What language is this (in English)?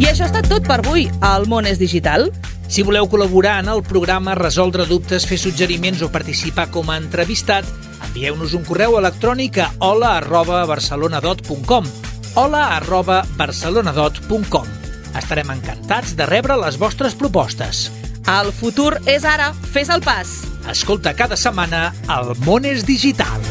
Catalan